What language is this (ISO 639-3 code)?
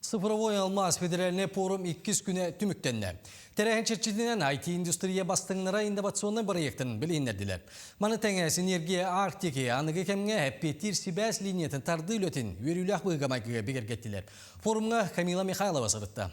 sah